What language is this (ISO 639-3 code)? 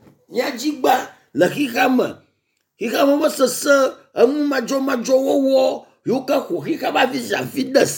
ewe